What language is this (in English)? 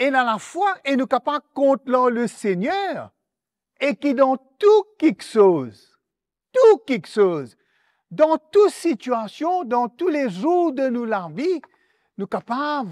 Morisyen